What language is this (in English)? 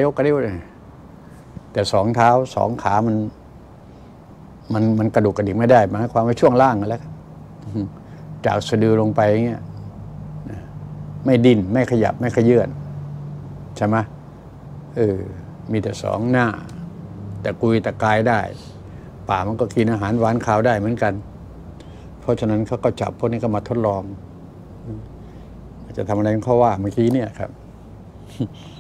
Thai